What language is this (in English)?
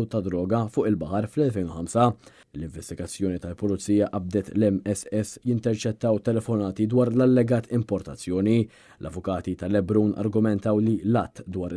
Maltese